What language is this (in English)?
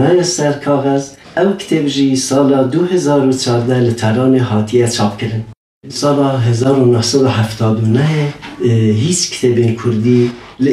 Kurdish